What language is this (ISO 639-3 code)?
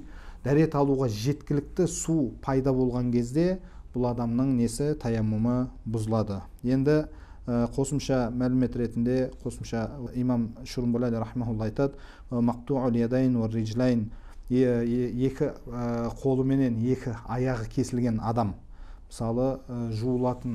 kaz